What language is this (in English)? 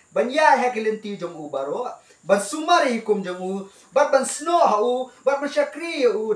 Khasi